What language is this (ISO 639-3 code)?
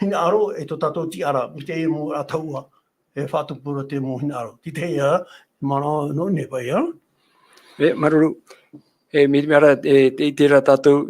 tah